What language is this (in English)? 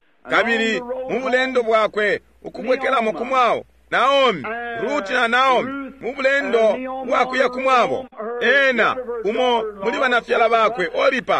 Bemba